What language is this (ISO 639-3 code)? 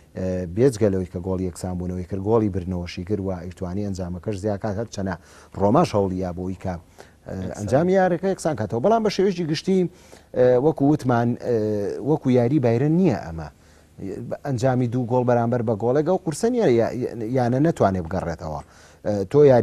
ckb